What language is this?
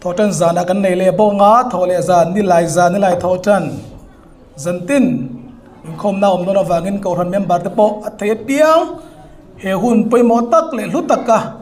Hmar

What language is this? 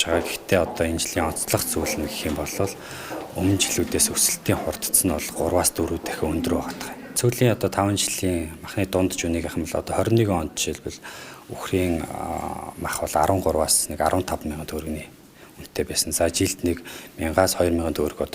Mongolian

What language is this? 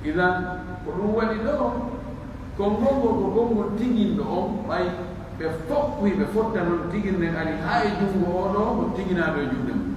Pular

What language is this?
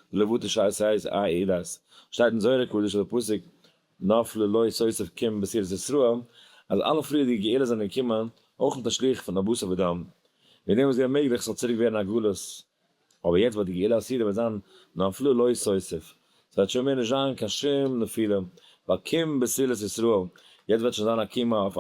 Yiddish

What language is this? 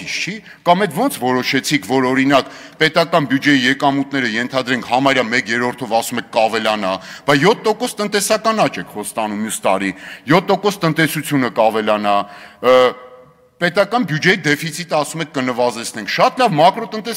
Armenian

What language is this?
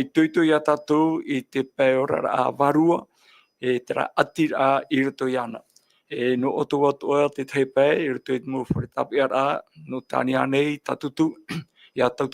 Tahitian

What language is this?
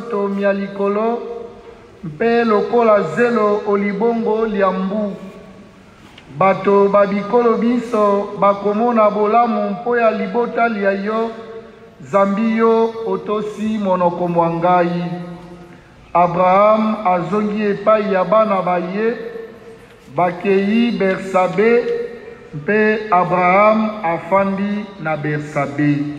Lingala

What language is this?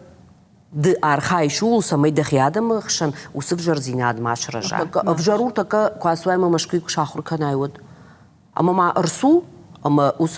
Ossetic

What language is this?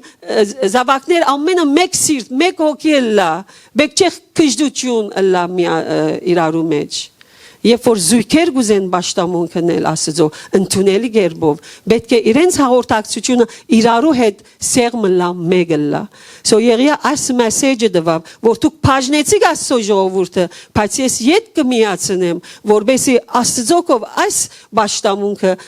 Western Armenian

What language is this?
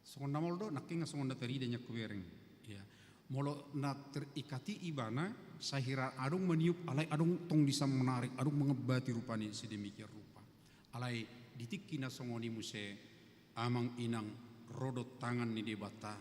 Batak Toba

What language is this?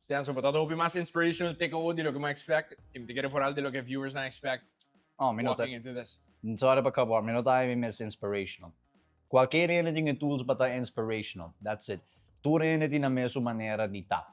Papiamento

